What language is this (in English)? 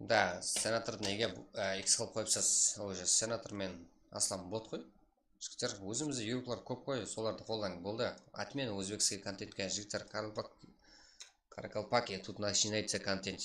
Kara-Kalpak